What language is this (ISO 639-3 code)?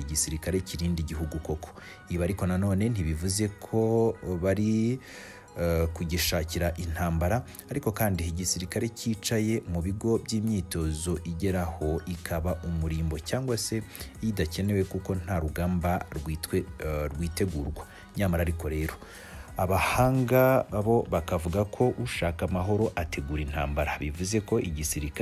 kin